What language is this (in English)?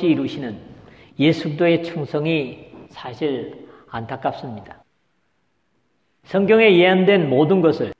Korean